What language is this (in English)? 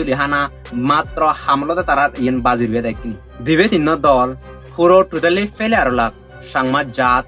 Chakma